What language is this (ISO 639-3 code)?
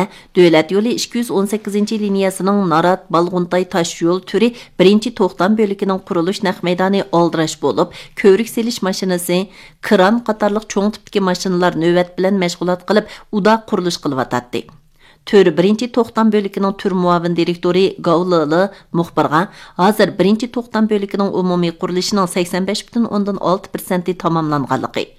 uig